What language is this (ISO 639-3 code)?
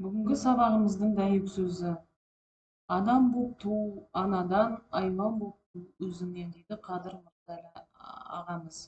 kaz